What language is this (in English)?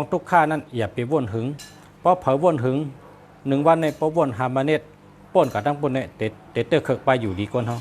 Shan